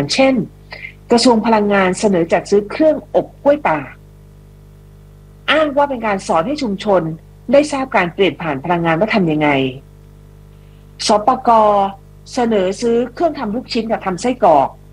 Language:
Thai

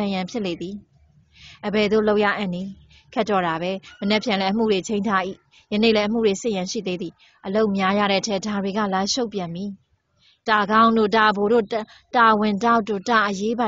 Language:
Burmese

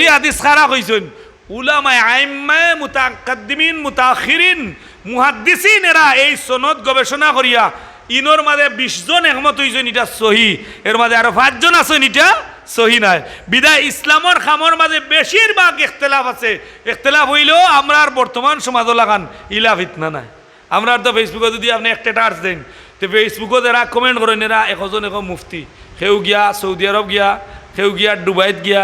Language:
Sylheti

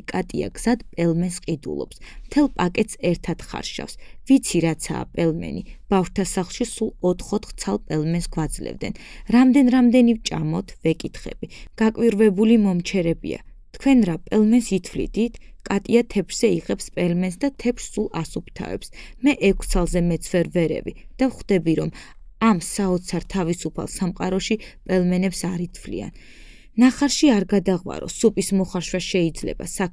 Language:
Georgian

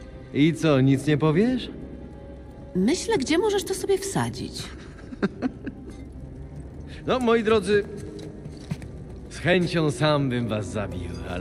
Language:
Polish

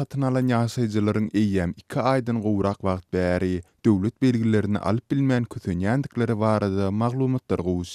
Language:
Turkmen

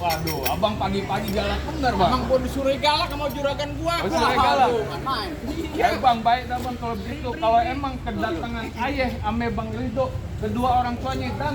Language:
Betawi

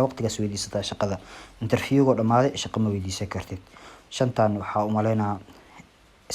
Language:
Somali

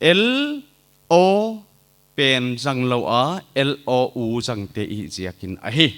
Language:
Paite Chin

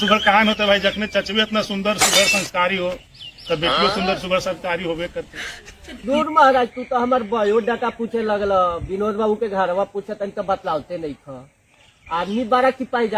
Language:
Magahi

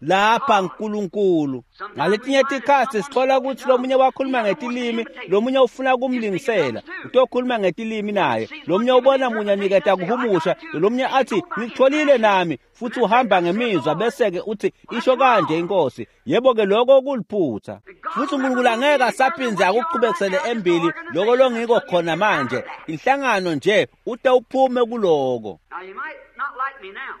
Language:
Swati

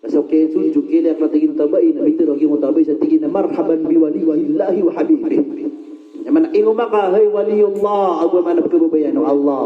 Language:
Maranao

